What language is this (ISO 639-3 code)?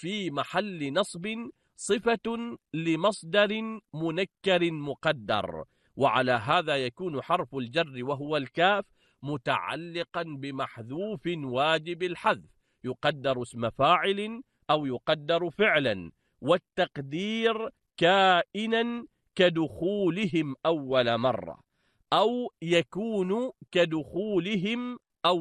ara